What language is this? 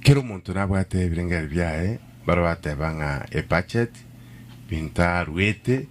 Gusii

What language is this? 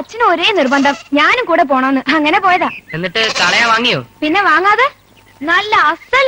Malayalam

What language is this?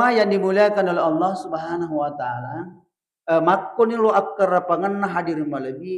Buginese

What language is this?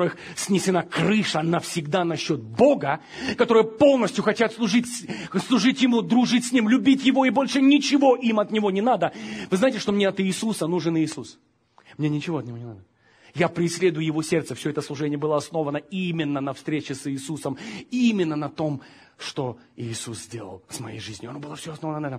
Russian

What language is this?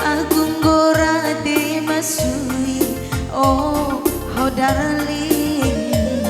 Batak Karo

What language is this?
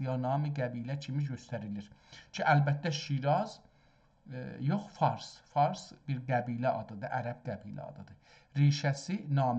South Azerbaijani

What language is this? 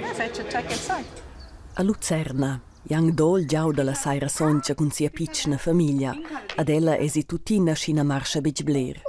Romansh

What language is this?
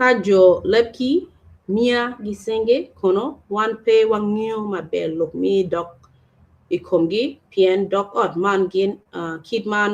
Acoli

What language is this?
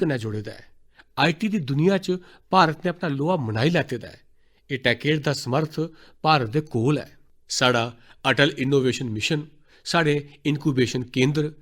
Dogri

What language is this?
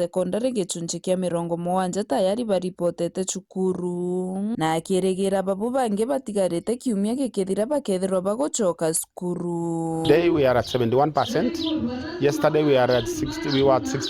Meru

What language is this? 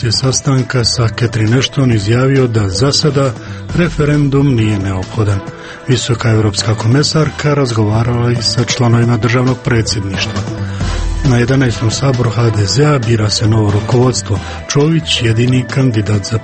Croatian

